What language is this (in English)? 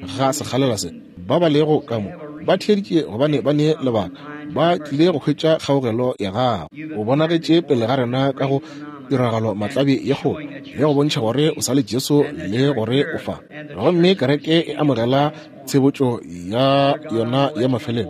Northern Sotho